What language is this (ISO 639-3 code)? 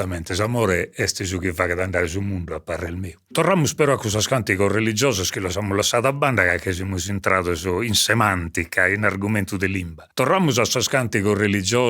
srd